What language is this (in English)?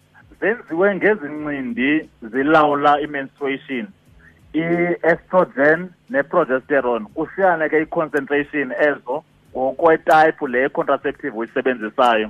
Xhosa